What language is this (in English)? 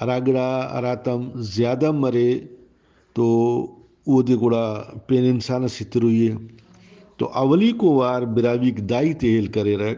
Brahui